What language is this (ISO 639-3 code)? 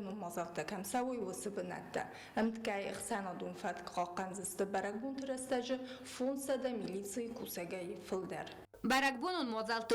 oss